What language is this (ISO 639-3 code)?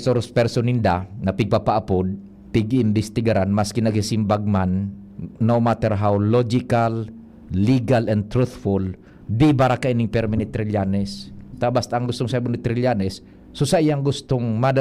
bik